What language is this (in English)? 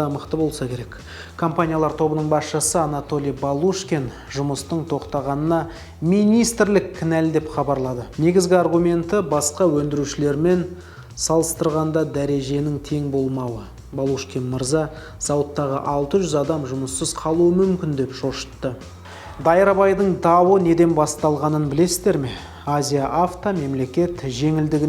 Kazakh